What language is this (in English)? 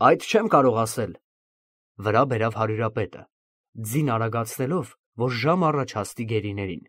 Armenian